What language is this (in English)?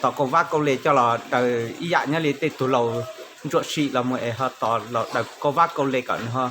Hmong